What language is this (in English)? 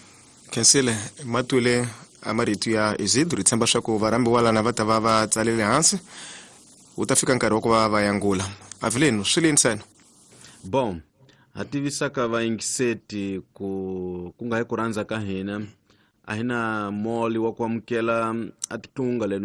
Tsonga